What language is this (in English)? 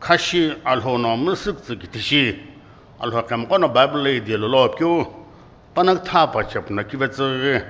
Sumi Naga